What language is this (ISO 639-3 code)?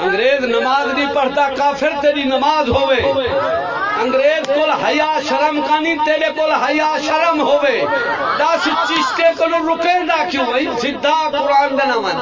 skr